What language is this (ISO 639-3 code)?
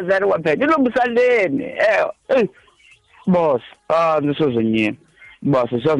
tso